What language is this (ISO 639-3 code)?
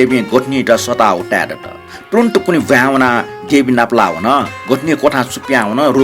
new